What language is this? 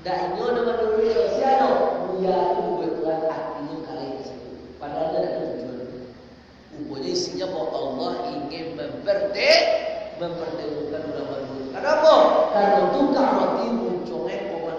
Minangkabau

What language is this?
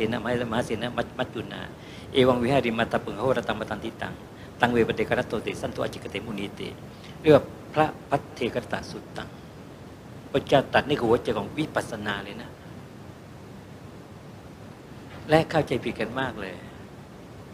Thai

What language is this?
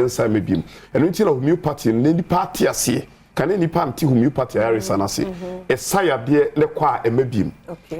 Akan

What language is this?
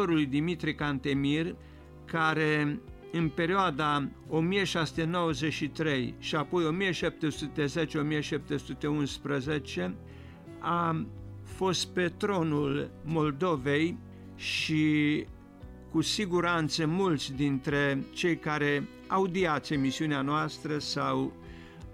Romanian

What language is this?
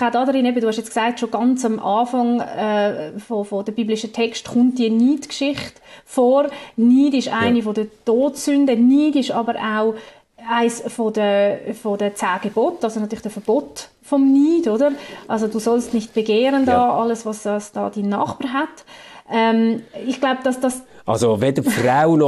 German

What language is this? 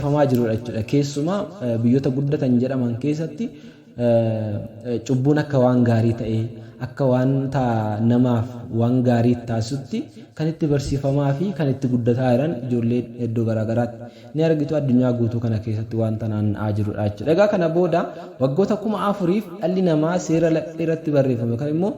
Oromo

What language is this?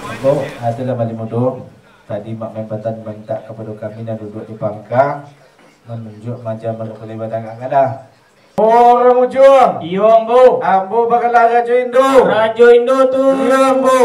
Minangkabau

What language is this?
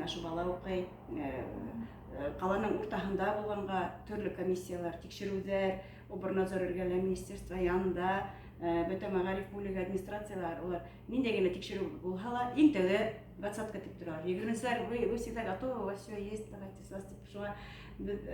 Bashkir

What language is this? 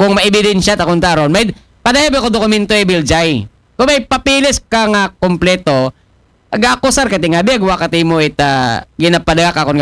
Aklanon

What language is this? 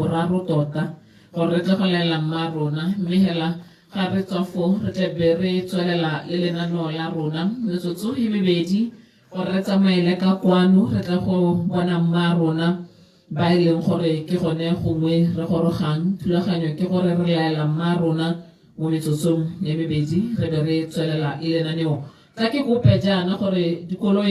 Tswana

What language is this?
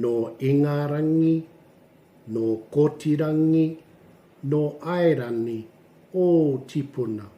Māori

